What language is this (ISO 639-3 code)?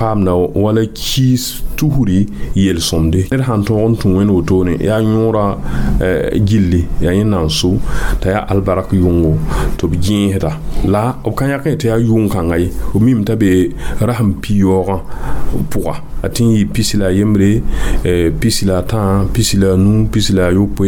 mos